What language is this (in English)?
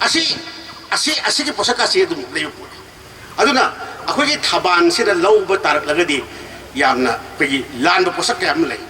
Manipuri